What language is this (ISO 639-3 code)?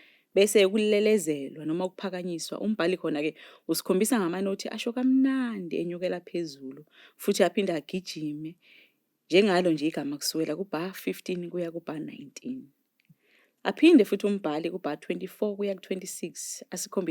zul